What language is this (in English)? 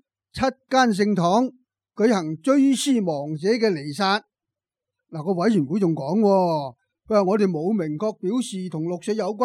Cantonese